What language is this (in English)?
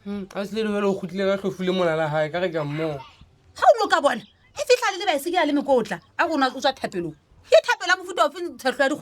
Southern Sotho